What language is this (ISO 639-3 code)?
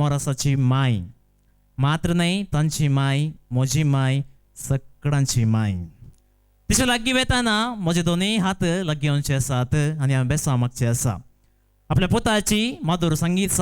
kok